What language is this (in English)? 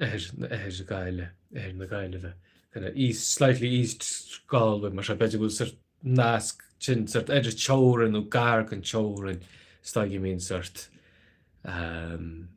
Irish